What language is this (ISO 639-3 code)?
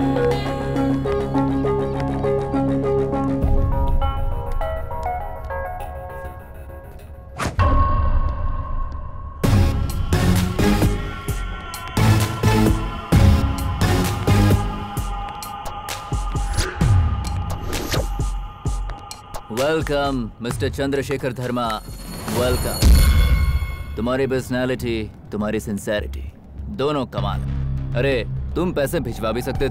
hin